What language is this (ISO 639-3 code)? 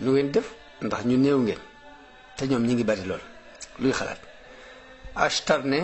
wol